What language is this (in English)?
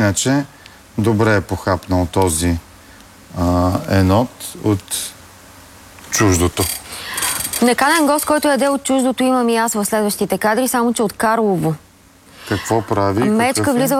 Bulgarian